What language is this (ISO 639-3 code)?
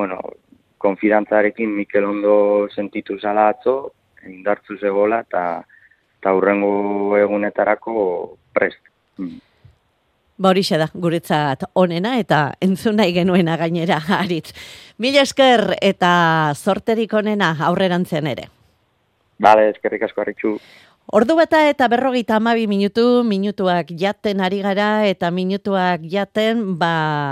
eus